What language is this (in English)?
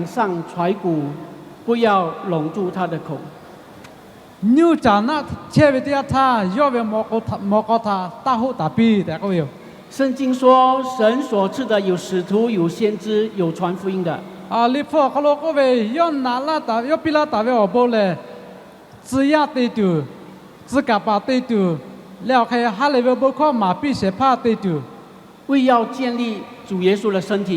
Lahu